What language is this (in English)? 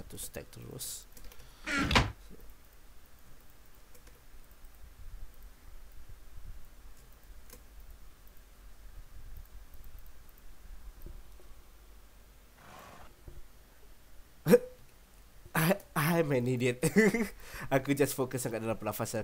Malay